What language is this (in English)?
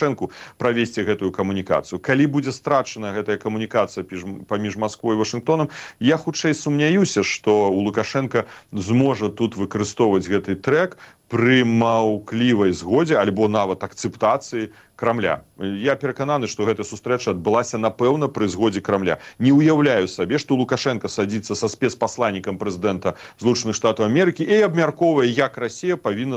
Belarusian